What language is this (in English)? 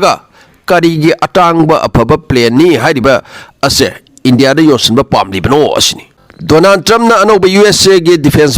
Manipuri